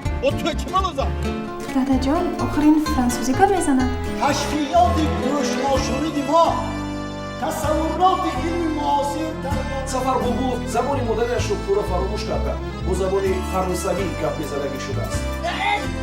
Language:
Tajik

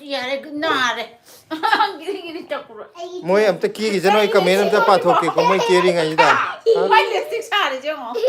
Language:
Manipuri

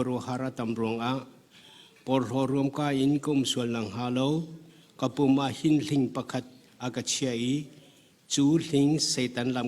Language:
Hakha Chin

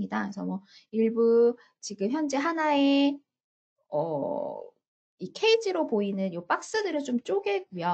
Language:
Korean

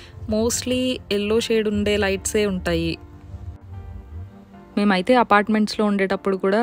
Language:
Telugu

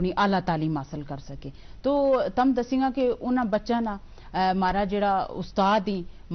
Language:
Gujari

